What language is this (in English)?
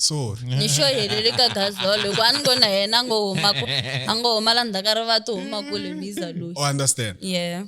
Tsonga